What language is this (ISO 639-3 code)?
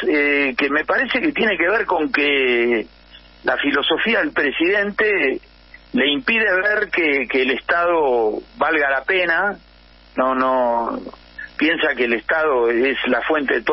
spa